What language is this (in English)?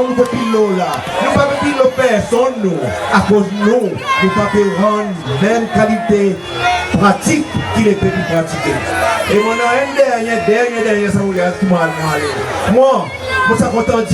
Seselwa Creole French